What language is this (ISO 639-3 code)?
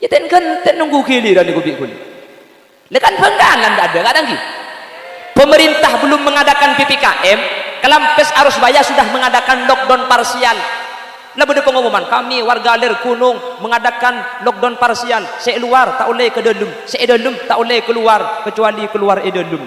mad